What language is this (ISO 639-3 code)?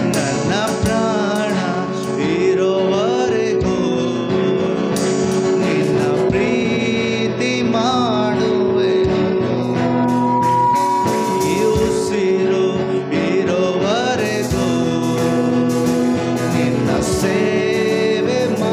kan